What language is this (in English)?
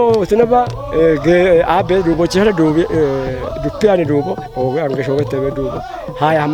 Kafa